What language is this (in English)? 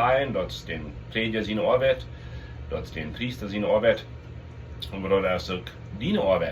Plautdietsch